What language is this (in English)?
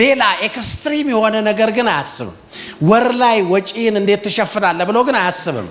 Amharic